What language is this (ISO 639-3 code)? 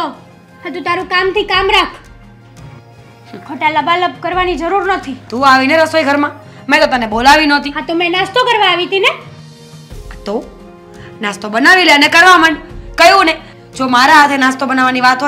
guj